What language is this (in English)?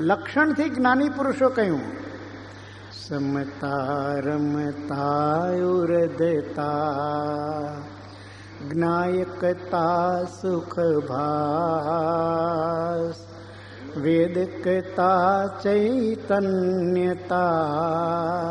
Gujarati